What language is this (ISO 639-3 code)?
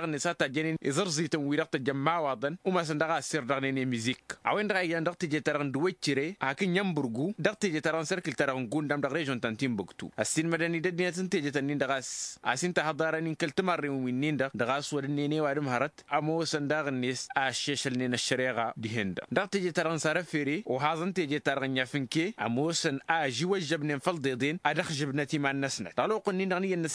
taq